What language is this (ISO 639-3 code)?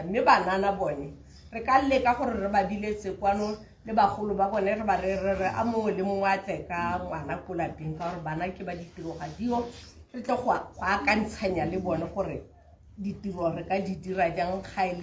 tsn